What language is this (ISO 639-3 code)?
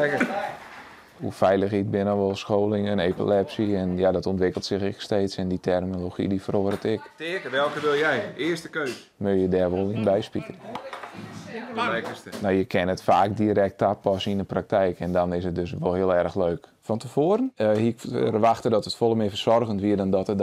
fry